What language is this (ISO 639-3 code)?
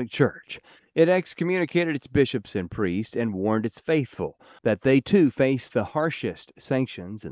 eng